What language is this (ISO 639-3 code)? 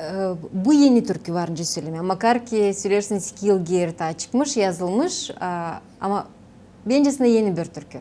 gag